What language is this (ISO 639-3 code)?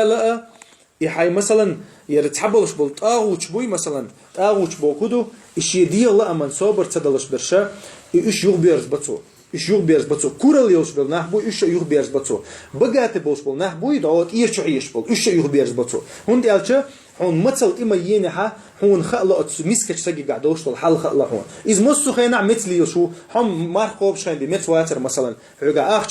che